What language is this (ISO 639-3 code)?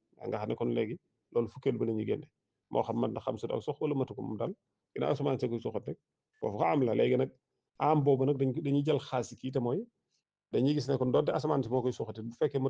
wol